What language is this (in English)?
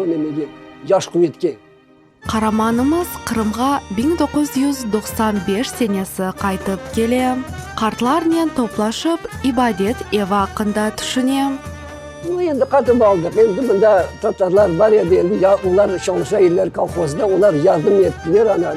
Crimean Tatar